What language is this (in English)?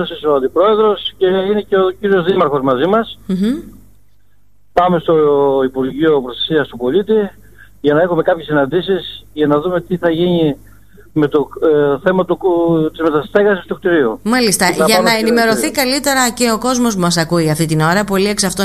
Greek